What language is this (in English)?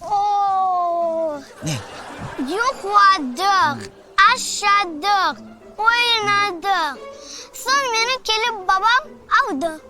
Crimean Tatar